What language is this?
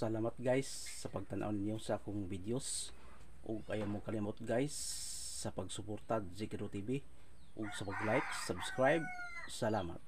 Cebuano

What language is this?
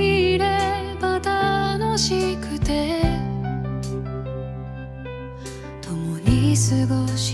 Japanese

